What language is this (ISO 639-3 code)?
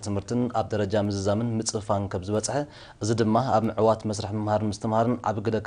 tir